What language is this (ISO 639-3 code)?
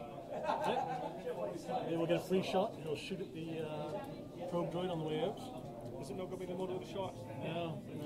eng